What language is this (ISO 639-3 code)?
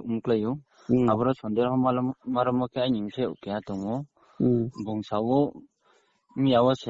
ria